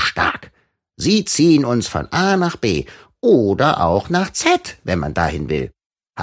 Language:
German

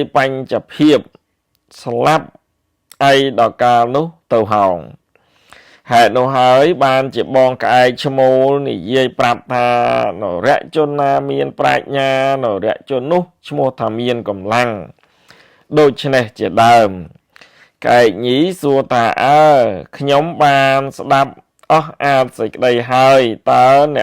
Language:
Khmer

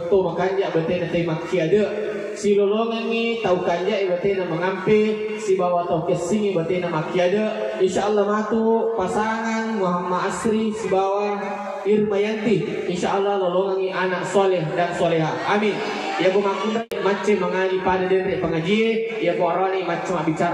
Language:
Buginese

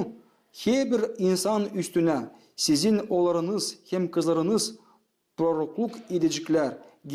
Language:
Gagauz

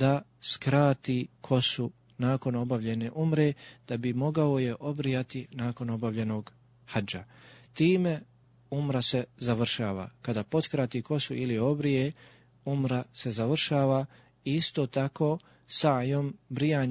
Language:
Bosnian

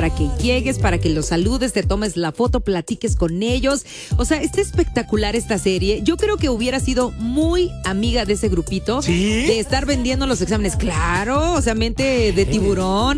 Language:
Spanish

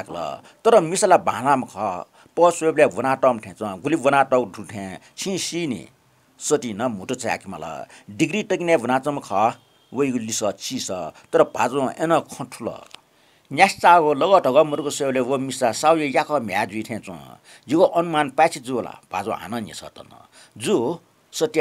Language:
Newari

